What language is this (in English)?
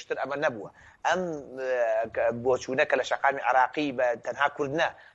Central Kurdish